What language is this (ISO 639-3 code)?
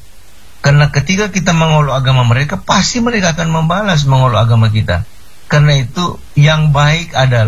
ind